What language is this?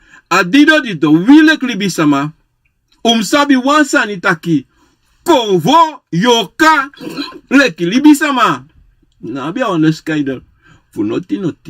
Sranan Tongo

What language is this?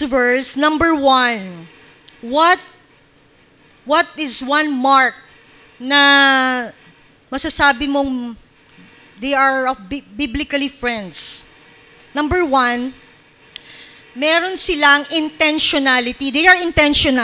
Filipino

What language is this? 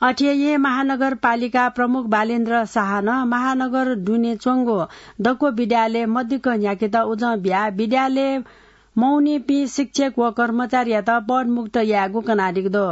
Newari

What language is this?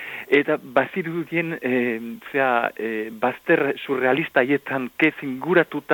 Basque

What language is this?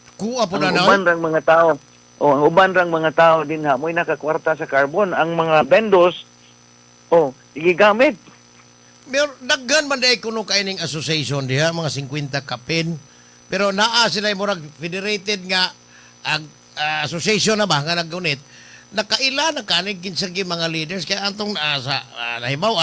Cebuano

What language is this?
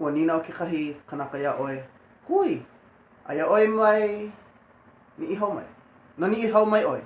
Hawaiian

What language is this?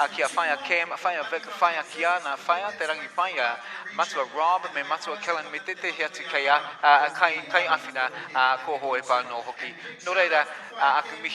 Māori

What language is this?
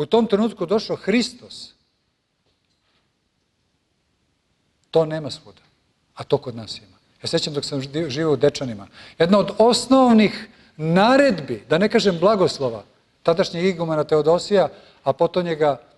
Serbian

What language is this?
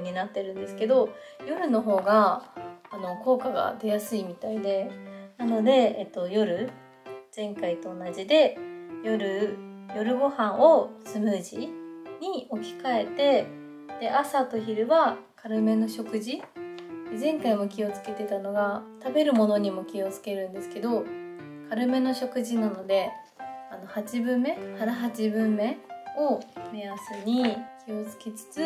Japanese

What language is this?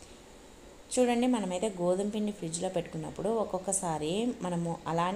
Telugu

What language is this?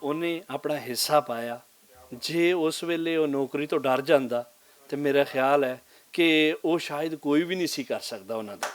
Western Panjabi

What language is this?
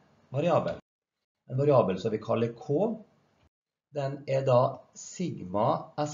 Norwegian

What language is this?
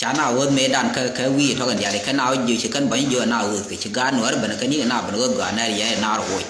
Nuer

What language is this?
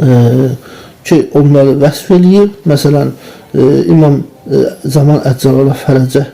Azerbaijani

